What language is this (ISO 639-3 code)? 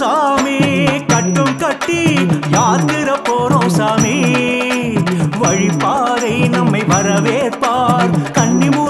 tam